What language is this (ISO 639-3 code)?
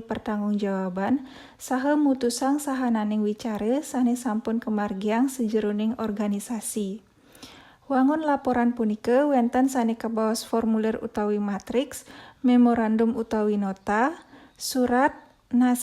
ban